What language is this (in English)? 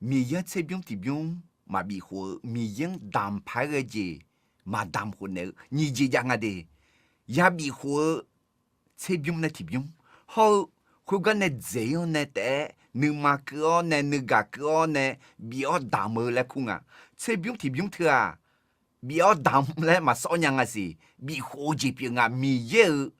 Akha